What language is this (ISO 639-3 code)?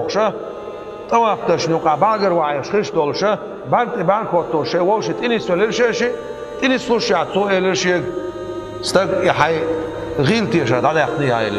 che